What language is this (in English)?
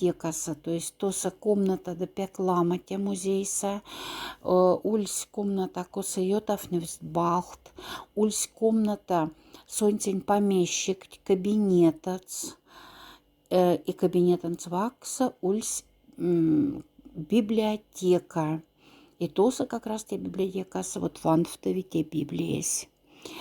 Moksha